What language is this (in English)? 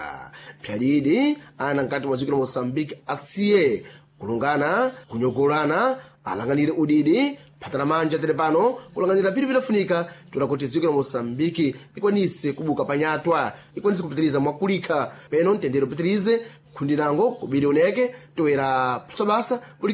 Sena